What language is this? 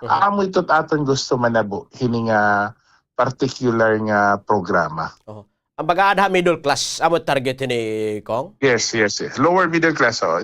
Waray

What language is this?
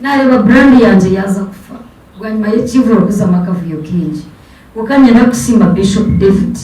Nyankole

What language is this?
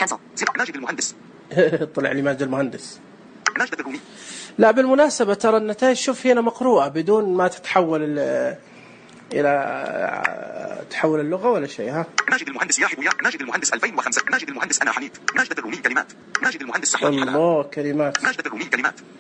Najdi Arabic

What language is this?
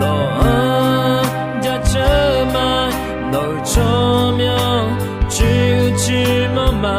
Akha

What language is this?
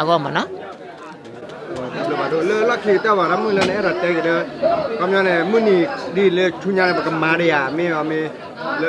S'gaw Karen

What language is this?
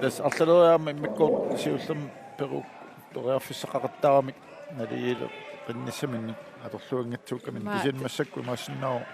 Kalaallisut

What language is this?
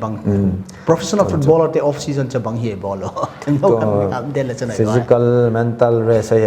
Paite Chin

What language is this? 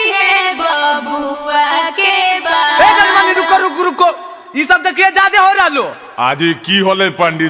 Magahi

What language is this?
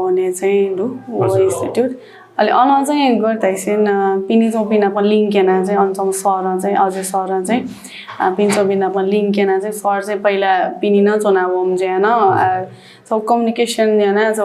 Newari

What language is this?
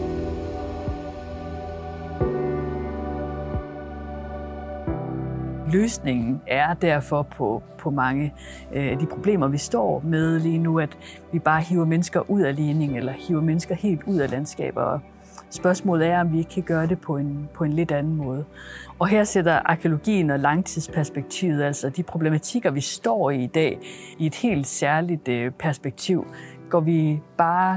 Danish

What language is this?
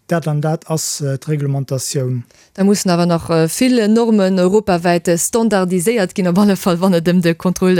Luxembourgish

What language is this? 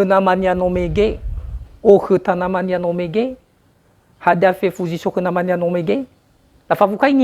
Nias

